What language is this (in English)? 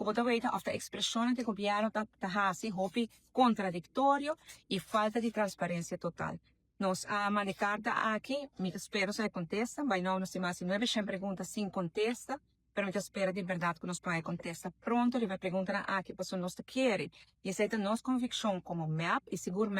Papiamento